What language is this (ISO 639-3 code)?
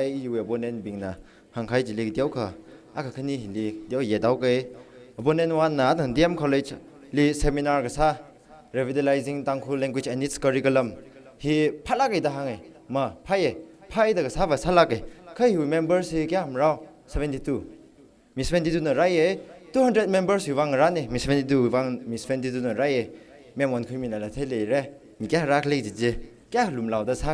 nmf